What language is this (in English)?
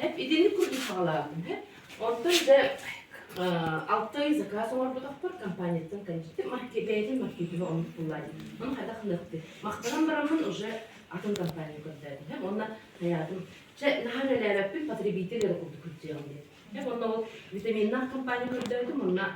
Yakut